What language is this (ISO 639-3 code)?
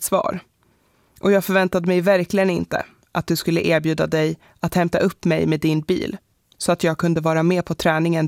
swe